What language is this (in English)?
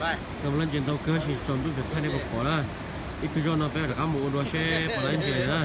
Hmong